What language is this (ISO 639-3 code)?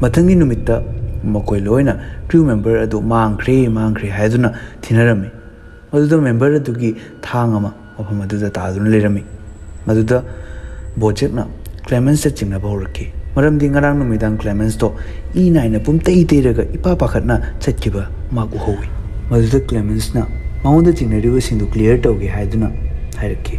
mni